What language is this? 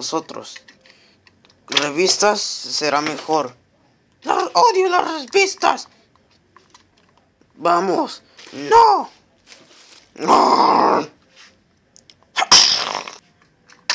Spanish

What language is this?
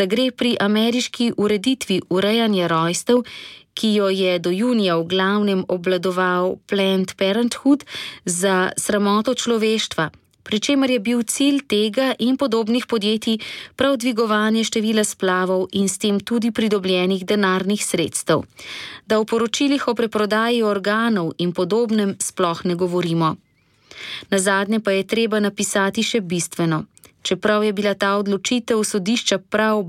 Slovenian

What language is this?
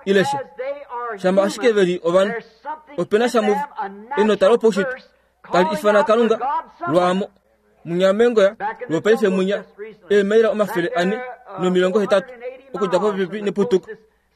Kuanyama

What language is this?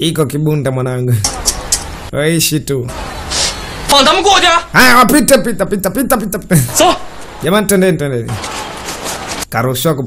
Swahili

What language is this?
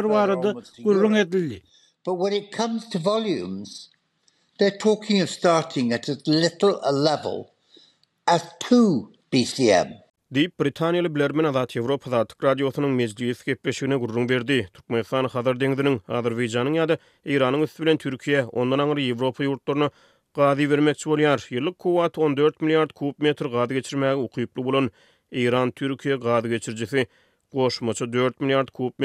Turkmen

